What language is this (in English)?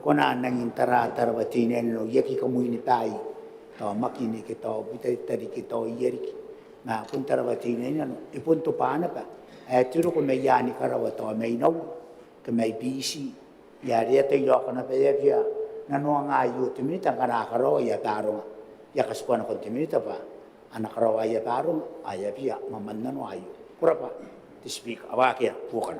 Gilbertese